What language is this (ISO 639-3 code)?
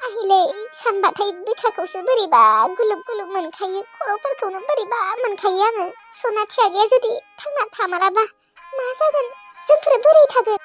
brx